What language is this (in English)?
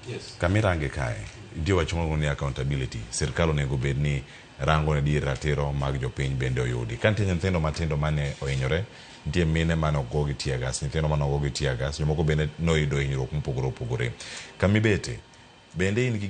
Luo (Kenya and Tanzania)